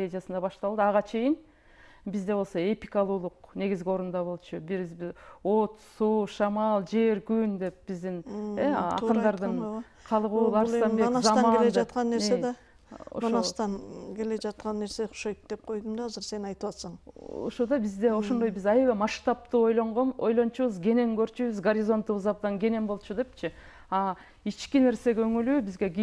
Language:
Kyrgyz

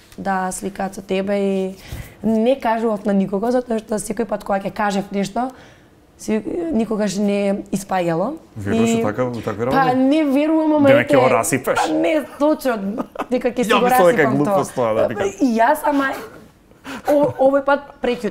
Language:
Macedonian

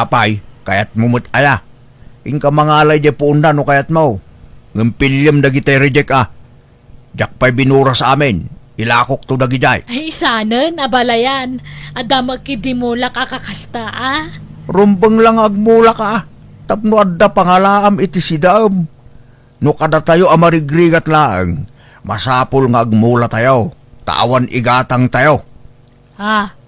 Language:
Iloko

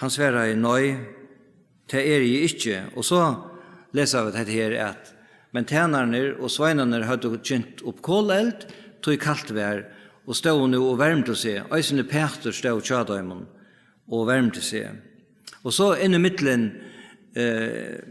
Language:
Faroese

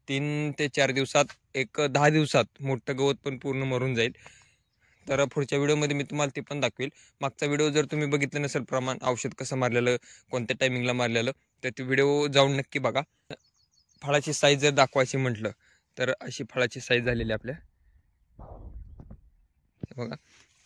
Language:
Marathi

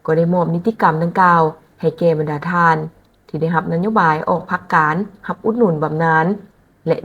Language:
Lao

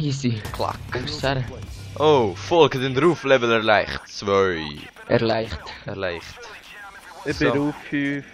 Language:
Swiss German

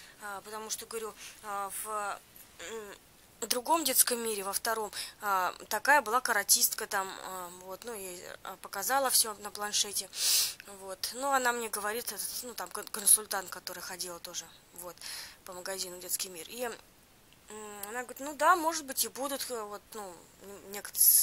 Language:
Russian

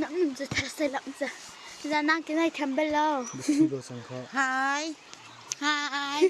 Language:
Hakha Chin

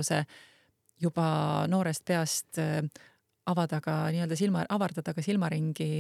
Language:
Estonian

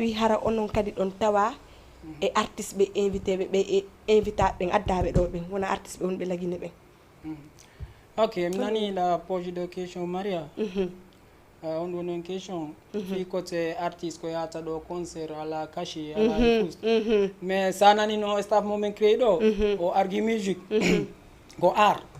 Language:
Fula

